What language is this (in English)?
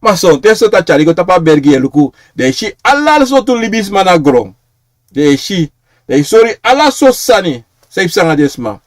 Sranan Tongo